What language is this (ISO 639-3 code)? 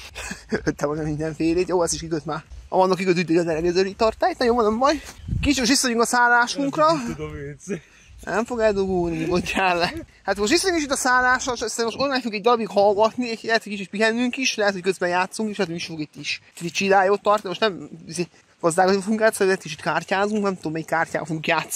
hun